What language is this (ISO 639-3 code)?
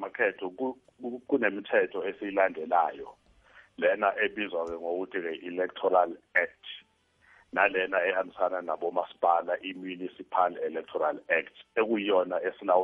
nbl